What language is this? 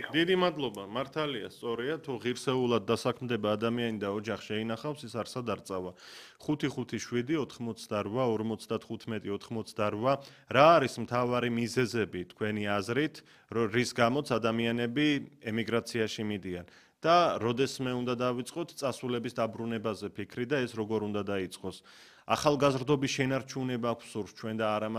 Georgian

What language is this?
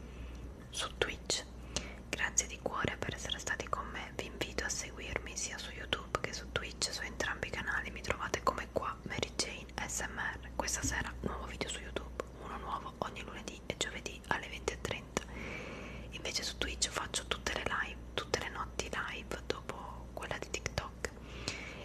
Italian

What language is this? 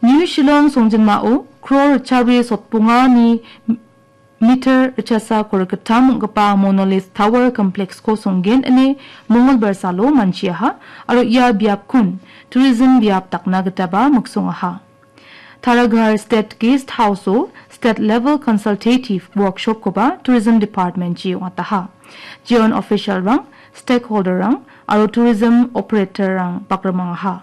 Garo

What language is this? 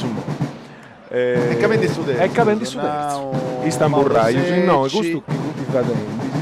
Sardinian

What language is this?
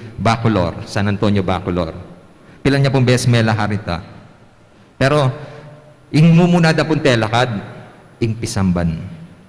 Pampanga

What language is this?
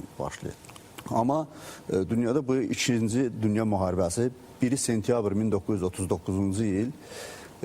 Azerbaijani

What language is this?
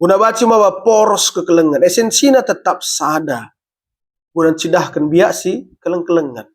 Batak Karo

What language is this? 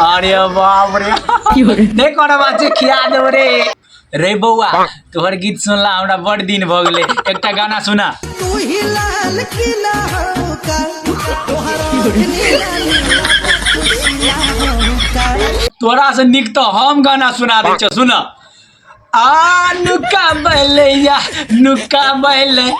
Maithili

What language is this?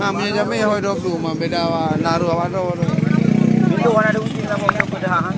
Achinese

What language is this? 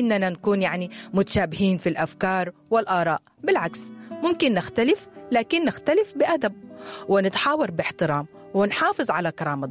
Sudanese Arabic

